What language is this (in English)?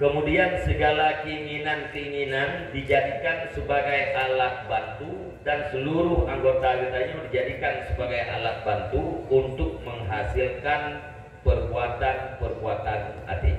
Achinese